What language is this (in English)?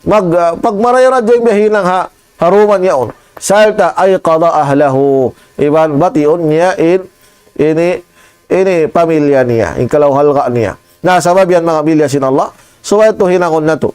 Tausug